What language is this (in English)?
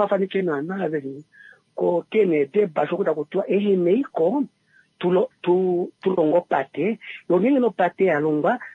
Kuanyama